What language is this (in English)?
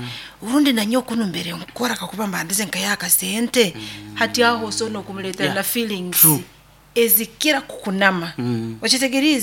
Nyoro